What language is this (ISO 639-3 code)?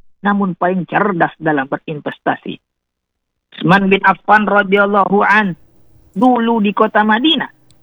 ind